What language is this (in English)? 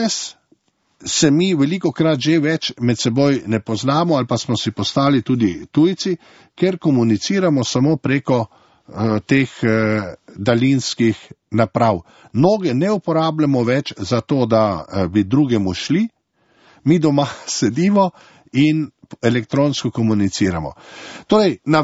Slovenian